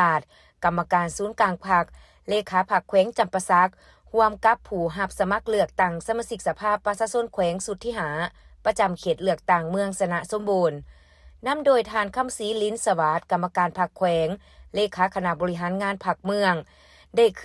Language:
Lao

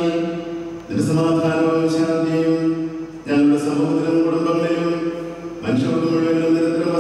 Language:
Malayalam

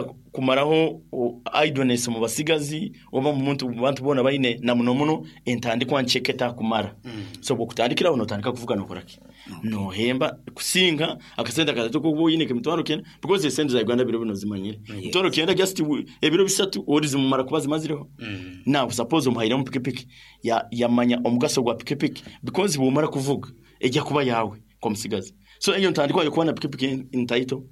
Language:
Nyankole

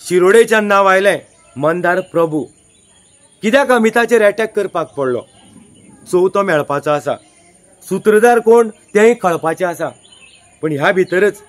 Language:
Konkani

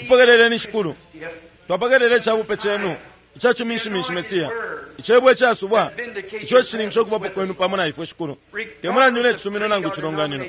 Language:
Bemba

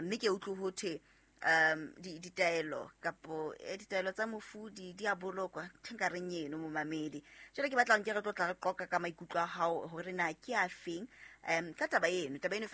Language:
Southern Sotho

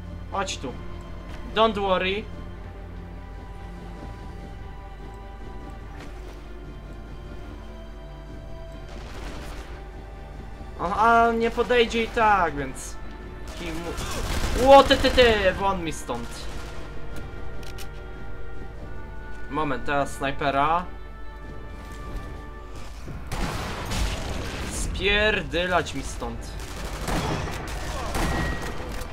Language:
Polish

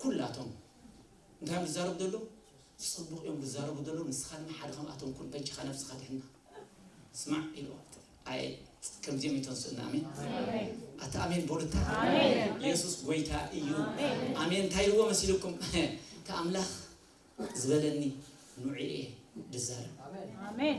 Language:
Tigrinya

